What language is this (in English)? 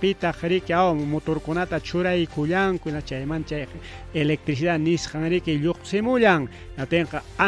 Ayacucho Quechua